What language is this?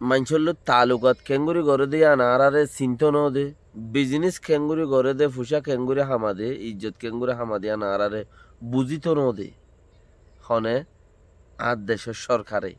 Rohingya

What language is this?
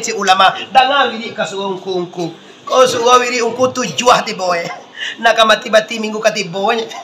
Minangkabau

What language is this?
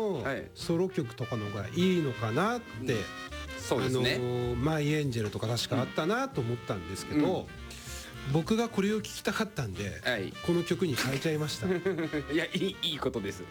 Japanese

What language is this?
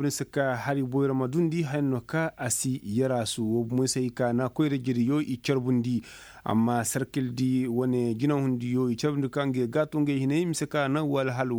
Koyraboro Senni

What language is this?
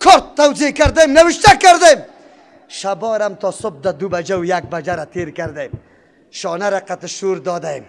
Persian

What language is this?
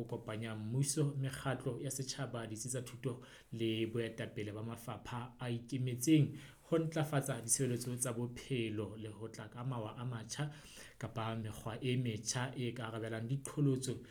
Southern Sotho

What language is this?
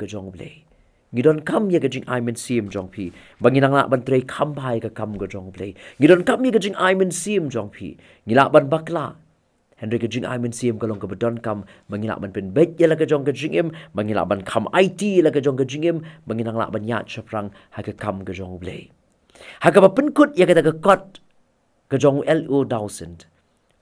Khasi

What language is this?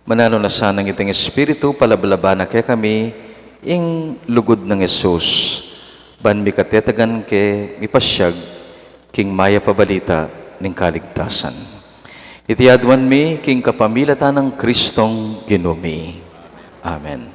Pampanga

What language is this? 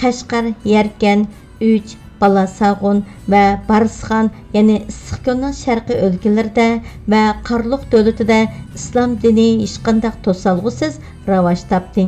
Uyghur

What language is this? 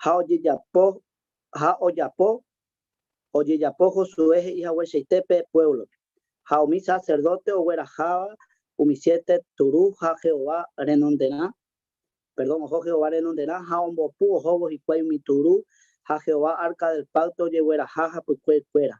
Guarani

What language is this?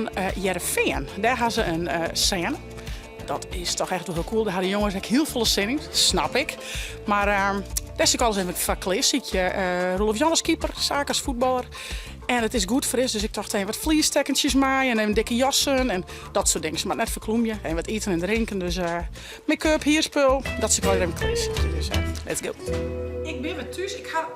Western Frisian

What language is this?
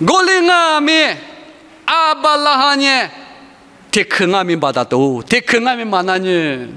Lisu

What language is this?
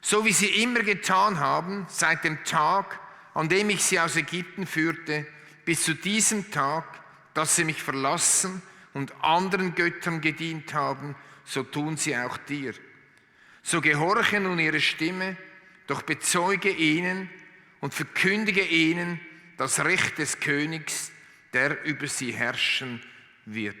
Swiss German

